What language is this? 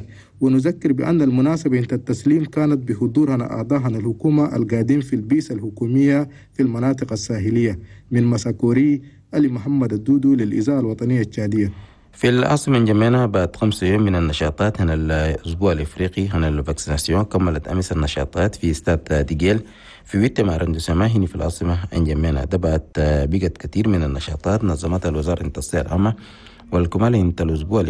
Chadian Arabic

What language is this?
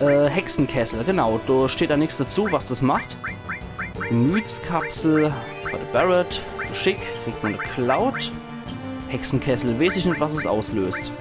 Palatine German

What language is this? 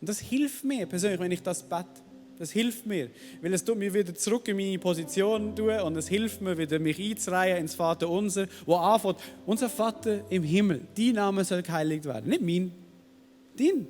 Swiss German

